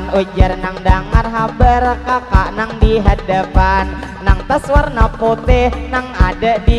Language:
Banjar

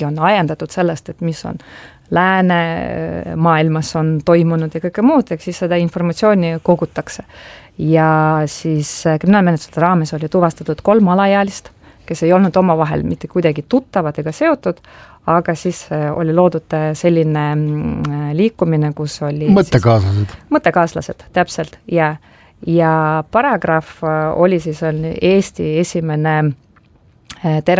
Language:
Estonian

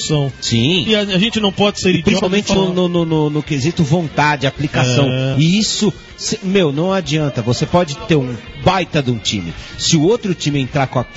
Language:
Portuguese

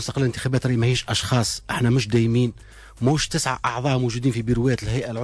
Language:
Tunisian Arabic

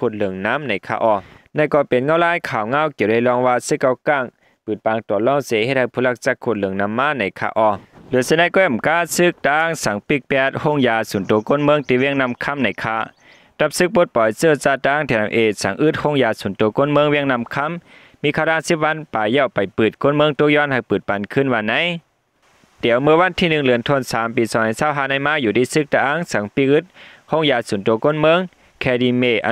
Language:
Shan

